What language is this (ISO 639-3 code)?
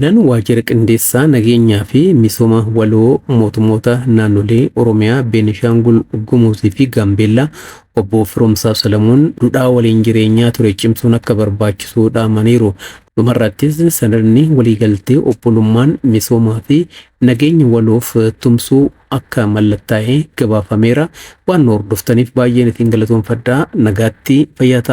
orm